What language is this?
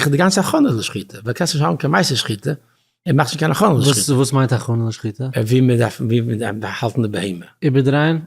Yiddish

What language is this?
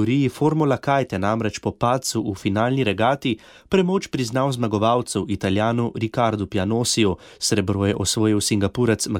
Slovenian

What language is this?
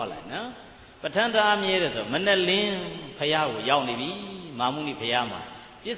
Burmese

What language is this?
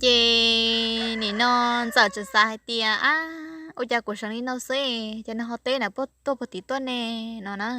Hmong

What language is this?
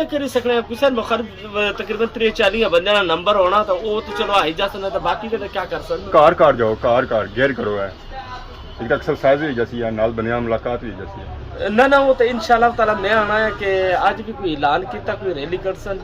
Pahari-Potwari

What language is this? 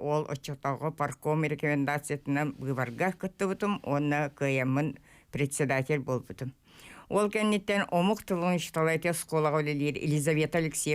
Yakut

